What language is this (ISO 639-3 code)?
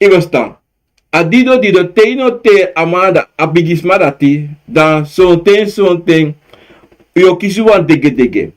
srn